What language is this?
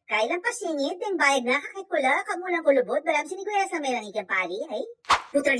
Pampanga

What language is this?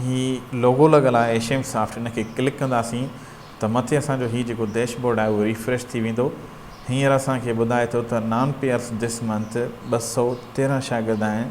Sindhi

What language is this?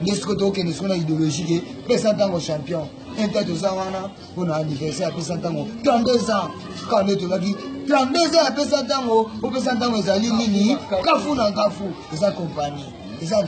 Lingala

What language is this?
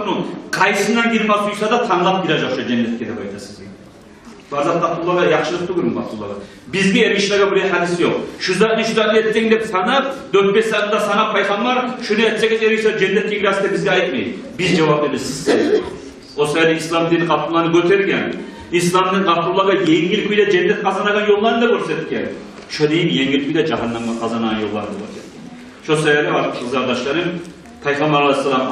Kumyk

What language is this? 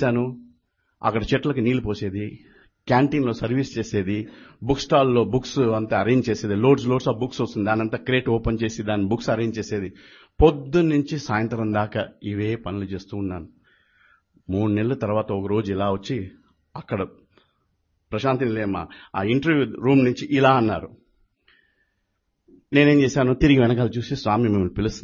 Telugu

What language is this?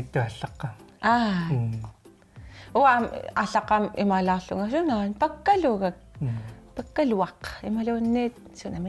Kalaallisut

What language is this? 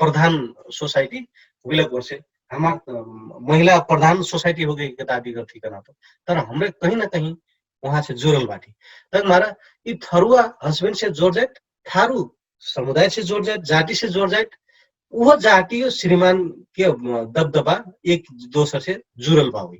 Dangaura Tharu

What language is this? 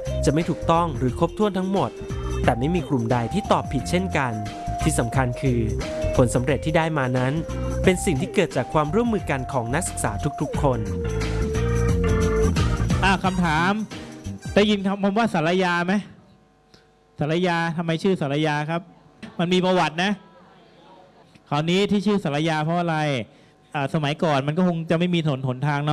Thai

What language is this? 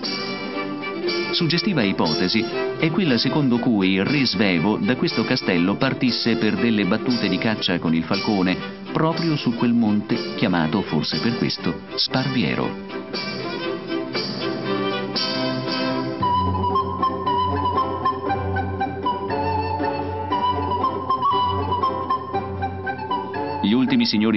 Italian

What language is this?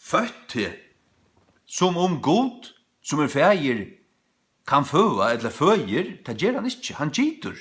Faroese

